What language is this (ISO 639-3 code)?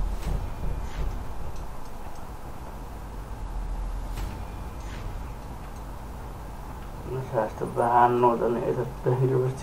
fin